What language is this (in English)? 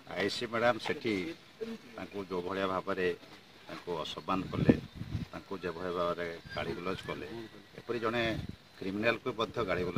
Odia